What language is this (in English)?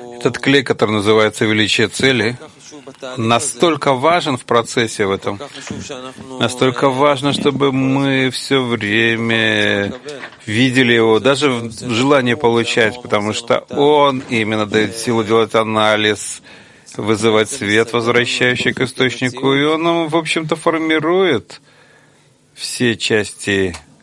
Russian